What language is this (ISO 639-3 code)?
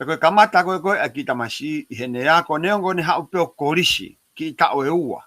ton